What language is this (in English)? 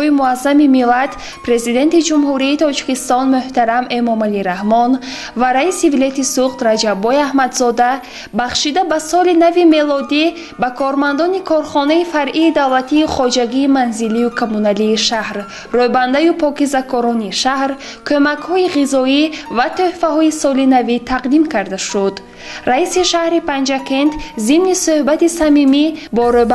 Tajik